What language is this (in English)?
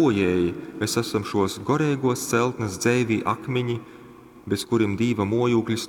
Latgalian